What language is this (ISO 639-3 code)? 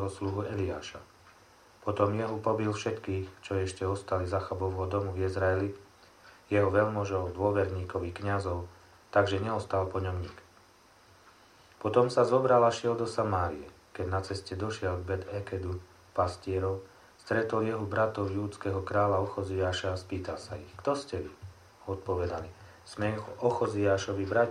slk